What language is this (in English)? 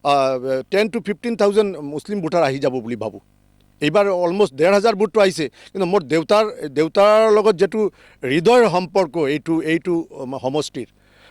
Assamese